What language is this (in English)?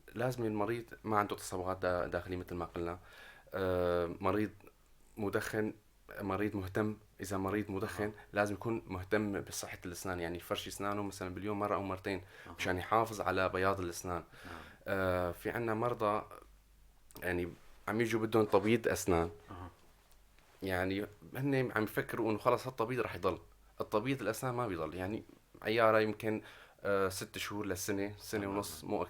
North Levantine Arabic